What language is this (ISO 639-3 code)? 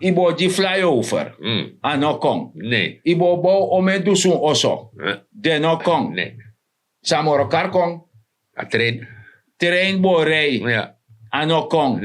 srn